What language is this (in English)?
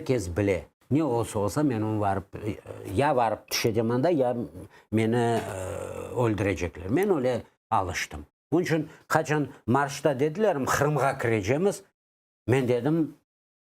Crimean Tatar